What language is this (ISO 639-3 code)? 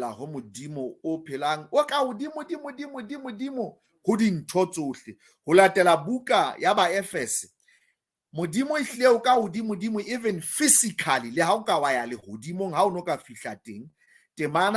sot